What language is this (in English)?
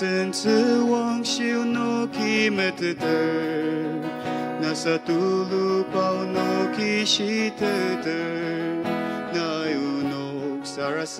Ao Naga